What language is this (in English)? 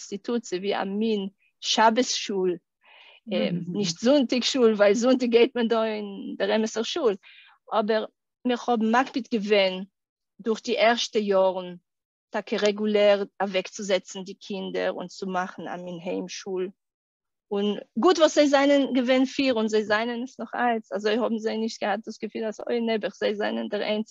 Yiddish